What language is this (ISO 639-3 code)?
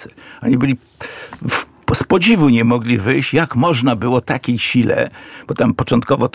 pol